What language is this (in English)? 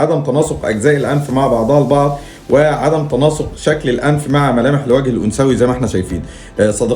Egyptian Arabic